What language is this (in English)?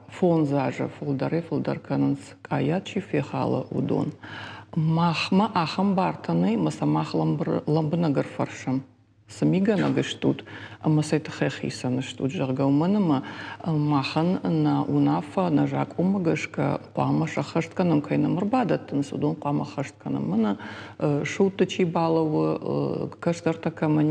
Ossetic